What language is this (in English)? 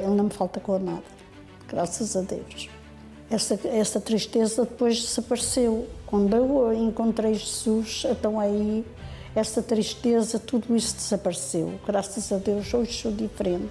Portuguese